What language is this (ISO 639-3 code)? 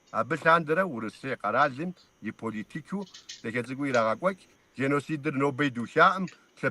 kbd